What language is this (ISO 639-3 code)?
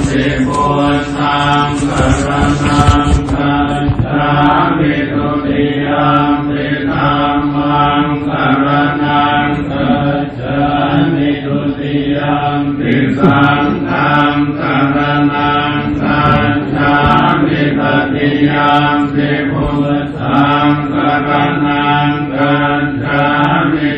pli